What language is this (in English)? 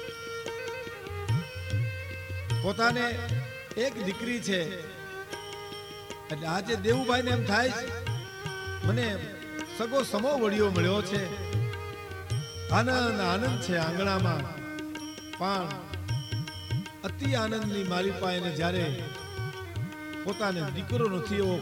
Gujarati